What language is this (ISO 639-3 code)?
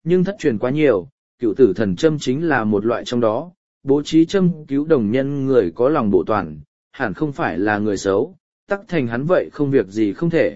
vie